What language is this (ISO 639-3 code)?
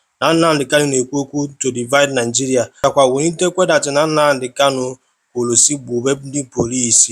ibo